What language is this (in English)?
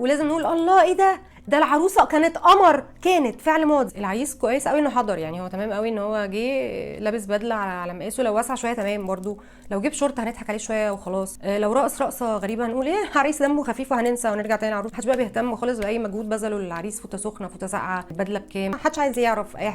Egyptian Arabic